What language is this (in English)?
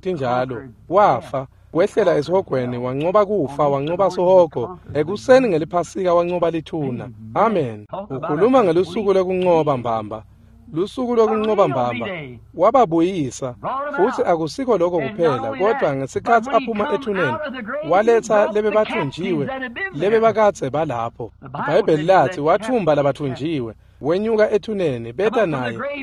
Swati